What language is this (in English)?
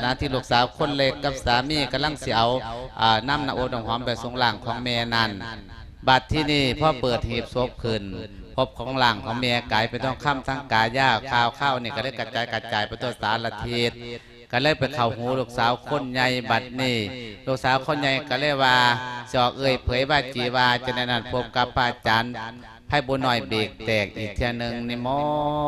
Lao